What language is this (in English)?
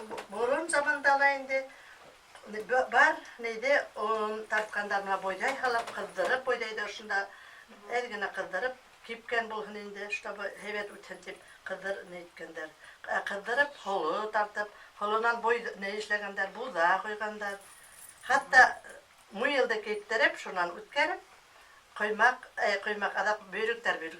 Bashkir